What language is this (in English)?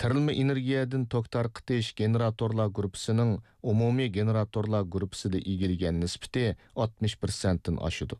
Uyghur